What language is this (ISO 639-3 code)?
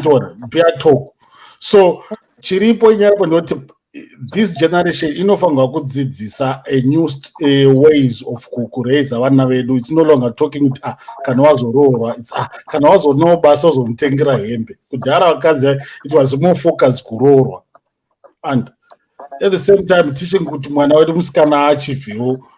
sna